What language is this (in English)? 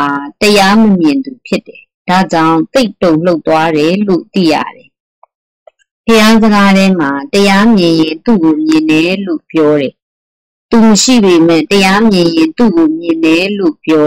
Burmese